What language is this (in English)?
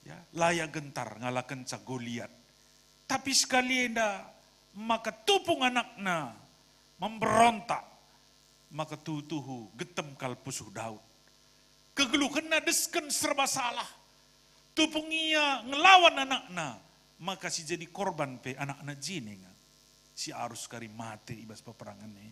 Batak Karo